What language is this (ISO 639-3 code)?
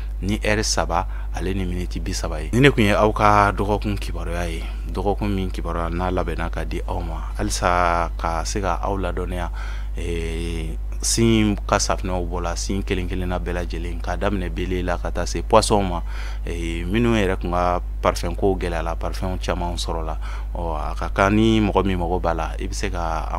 bam